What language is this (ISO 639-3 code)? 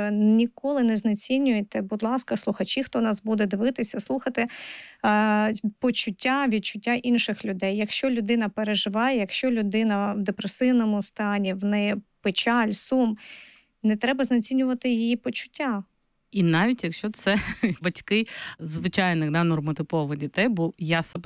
ukr